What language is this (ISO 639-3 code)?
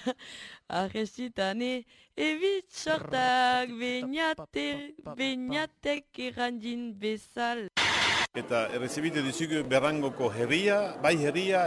eus